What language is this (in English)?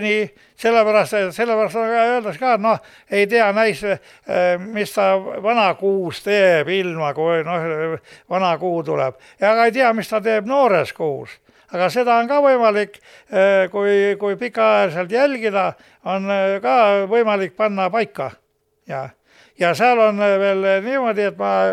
Estonian